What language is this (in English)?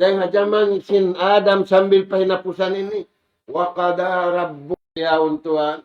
Tausug